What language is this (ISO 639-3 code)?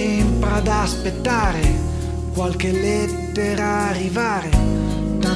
ita